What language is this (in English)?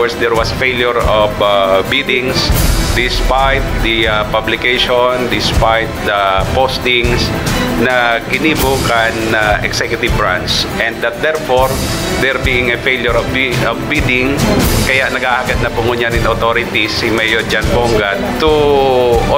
Bikol